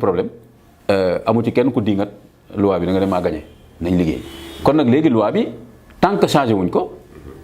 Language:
Wolof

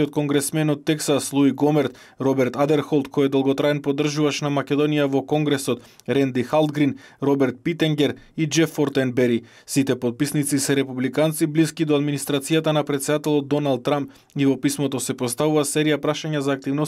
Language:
Macedonian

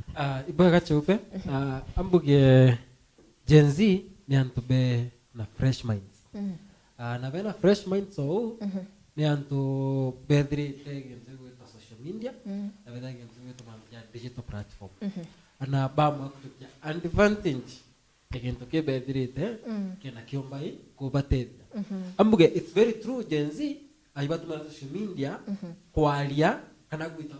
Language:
Meru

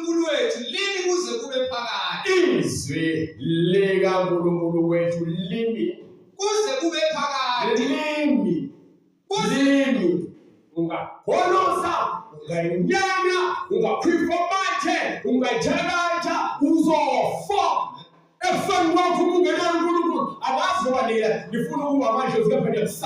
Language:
Zulu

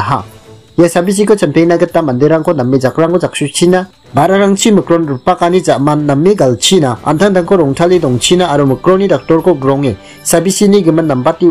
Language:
Garo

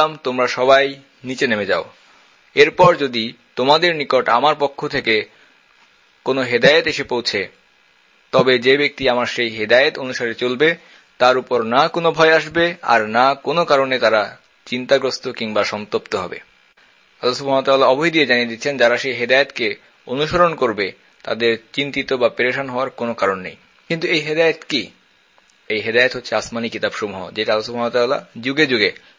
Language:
Bangla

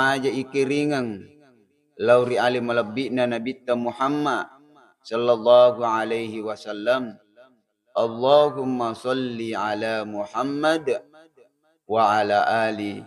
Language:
Buginese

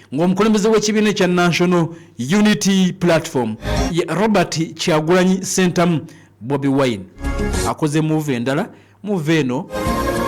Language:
Ganda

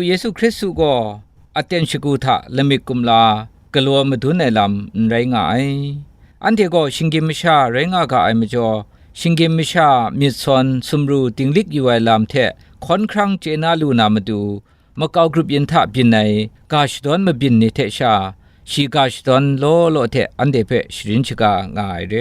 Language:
Kachin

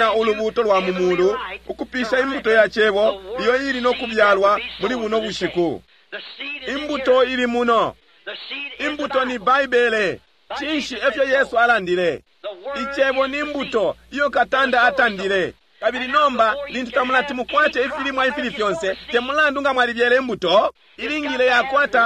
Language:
Bemba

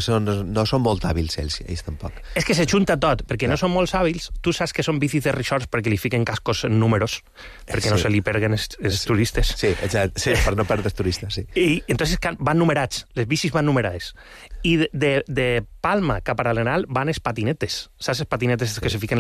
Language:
Catalan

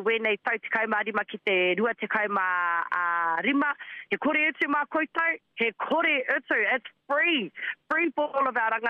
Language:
Māori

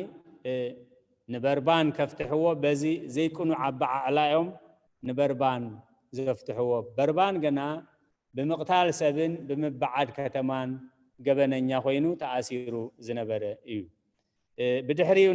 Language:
Tigrinya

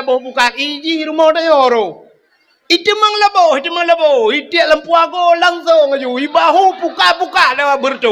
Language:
Achinese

